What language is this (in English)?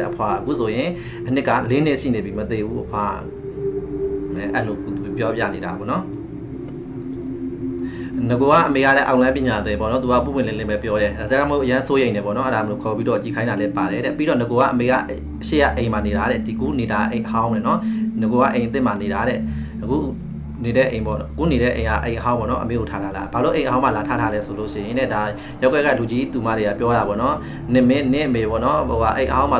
Burmese